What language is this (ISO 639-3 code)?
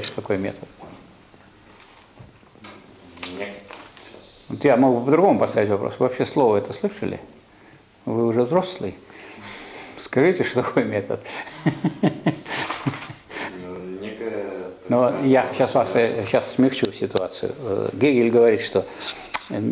rus